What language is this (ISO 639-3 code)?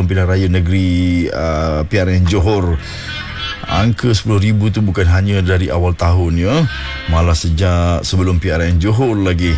msa